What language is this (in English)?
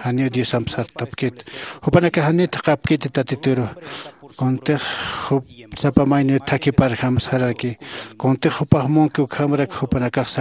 Aymara